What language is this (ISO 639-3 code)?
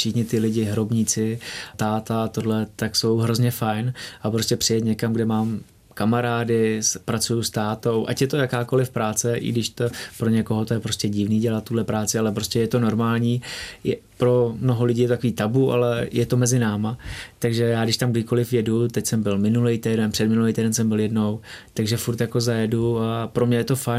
ces